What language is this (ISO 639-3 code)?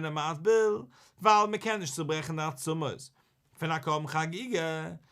yid